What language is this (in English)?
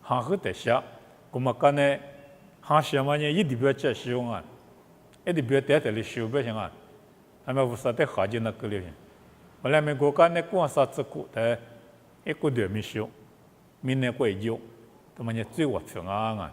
Lisu